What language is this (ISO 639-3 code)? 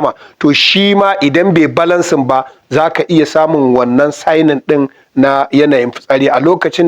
hau